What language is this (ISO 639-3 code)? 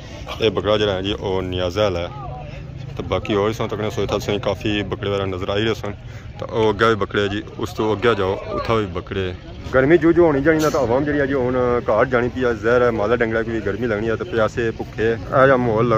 phr